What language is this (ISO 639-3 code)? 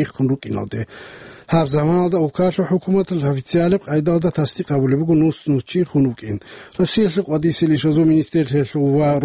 ava